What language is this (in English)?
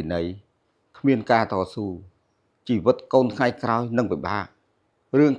Khmer